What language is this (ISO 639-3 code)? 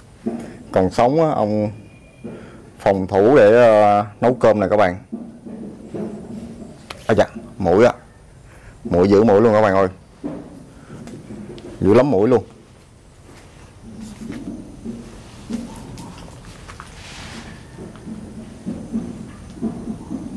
vie